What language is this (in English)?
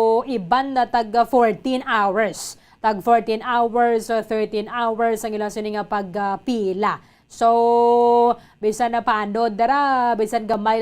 Hiligaynon